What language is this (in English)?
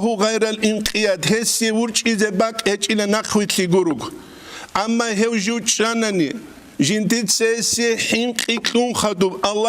Avaric